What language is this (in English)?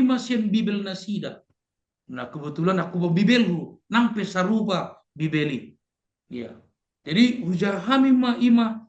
Batak Toba